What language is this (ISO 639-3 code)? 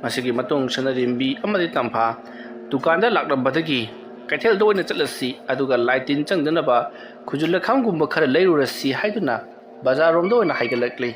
mni